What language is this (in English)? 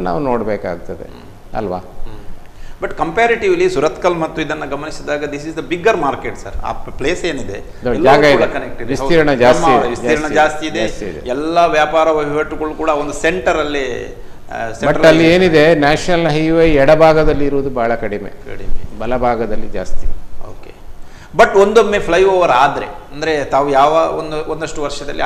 Kannada